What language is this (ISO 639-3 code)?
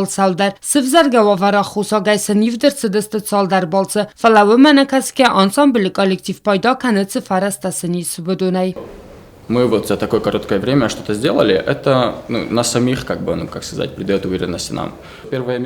oss